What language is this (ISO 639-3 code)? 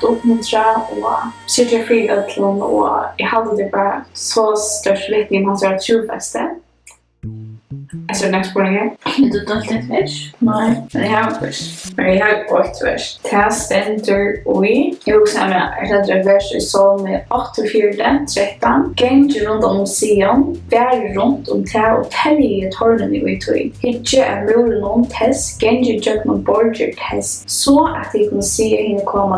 fao